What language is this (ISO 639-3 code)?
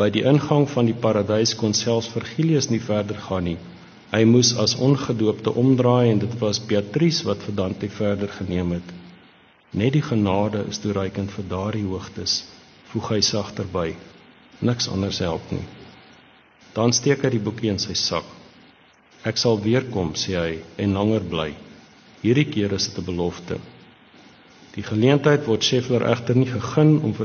afr